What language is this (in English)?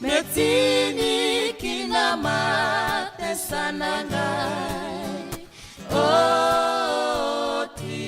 Fijian